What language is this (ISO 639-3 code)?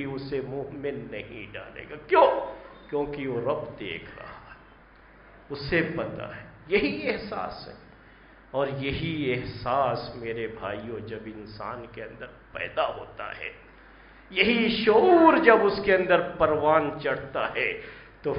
urd